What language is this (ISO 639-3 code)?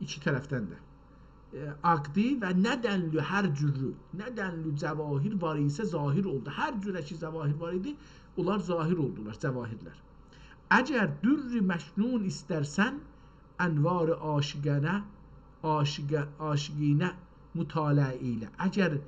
azb